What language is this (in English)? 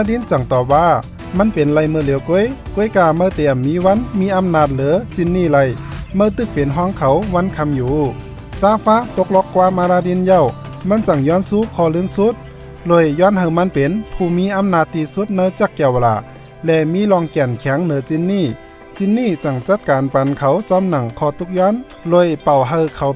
Shan